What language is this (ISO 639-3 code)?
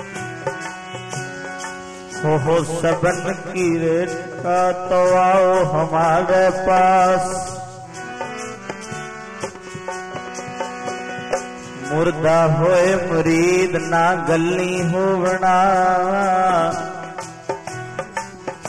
pan